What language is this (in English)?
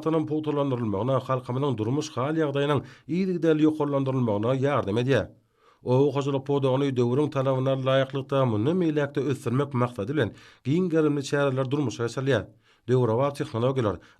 Turkmen